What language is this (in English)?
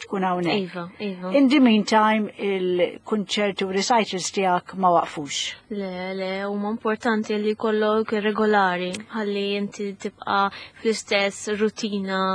Maltese